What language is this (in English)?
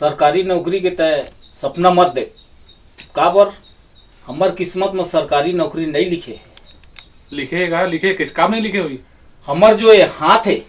Chhattisgarhi